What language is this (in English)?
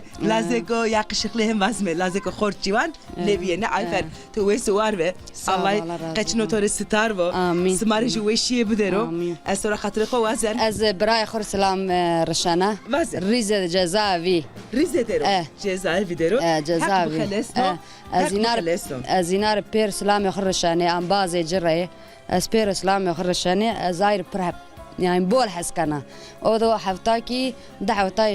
Zaza